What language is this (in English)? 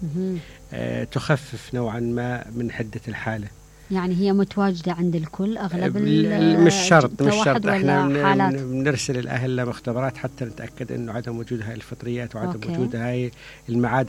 Mesopotamian Arabic